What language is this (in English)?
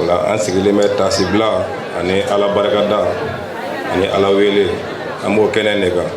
Bambara